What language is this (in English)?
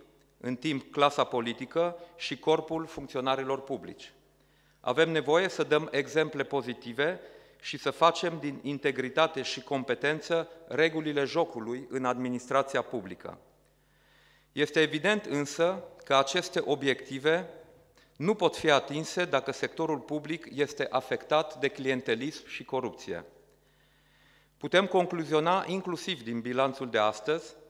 Romanian